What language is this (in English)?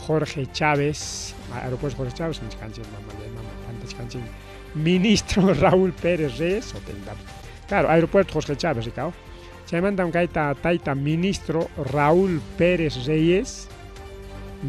Ayacucho Quechua